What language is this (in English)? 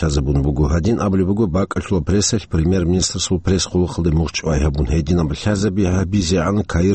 Avaric